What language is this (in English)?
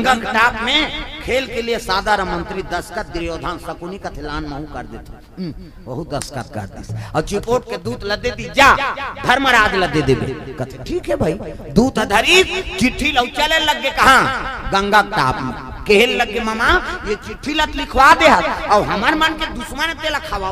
Chhattisgarhi